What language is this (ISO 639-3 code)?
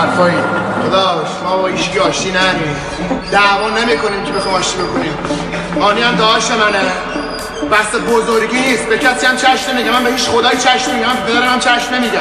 fas